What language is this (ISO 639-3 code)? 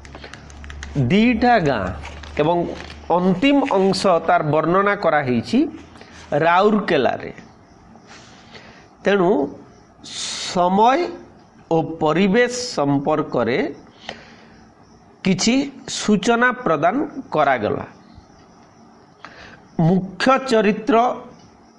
ori